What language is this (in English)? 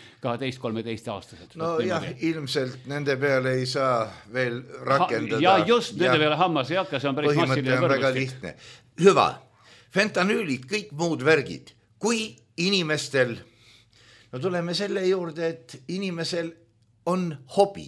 Estonian